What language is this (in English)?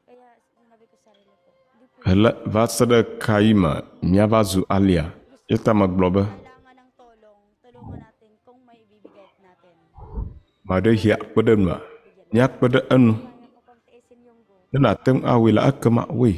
Ewe